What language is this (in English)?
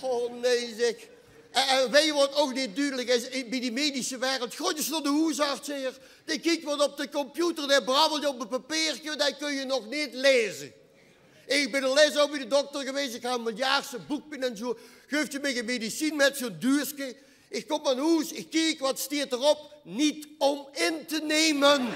Limburgish